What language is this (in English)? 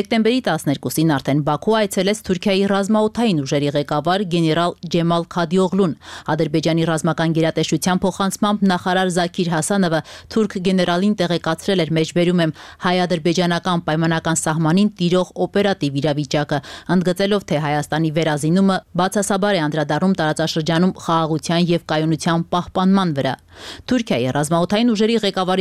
Armenian